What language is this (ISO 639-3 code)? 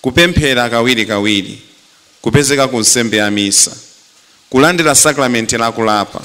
nya